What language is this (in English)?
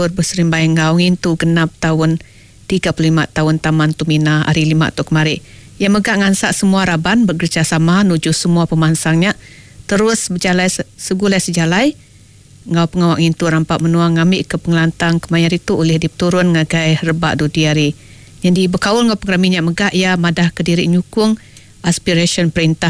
Iban